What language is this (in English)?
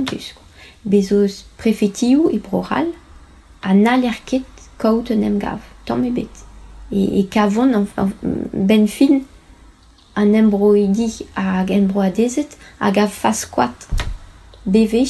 Breton